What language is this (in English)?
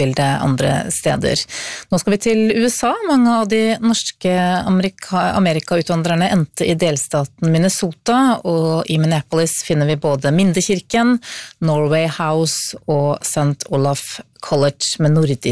Norwegian